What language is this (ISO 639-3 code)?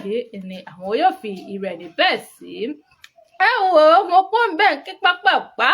yor